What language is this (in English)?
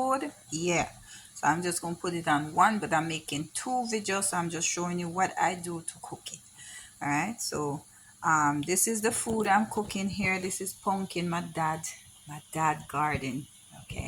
Jamaican Creole English